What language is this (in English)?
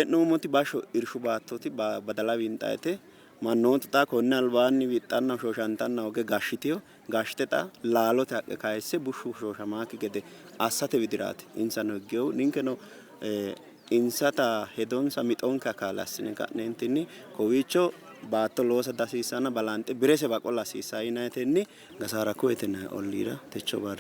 Sidamo